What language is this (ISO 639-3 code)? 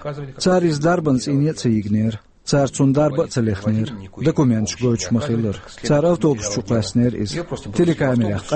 che